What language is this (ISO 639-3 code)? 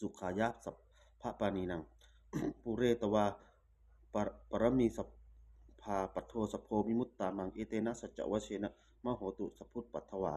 pli